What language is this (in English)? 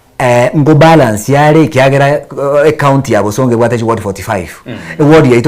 Gusii